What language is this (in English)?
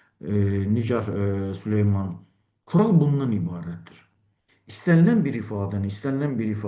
Azerbaijani